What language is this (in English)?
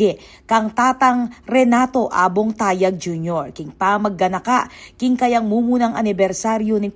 Pampanga